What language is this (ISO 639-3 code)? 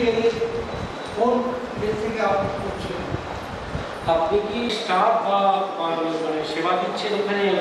ben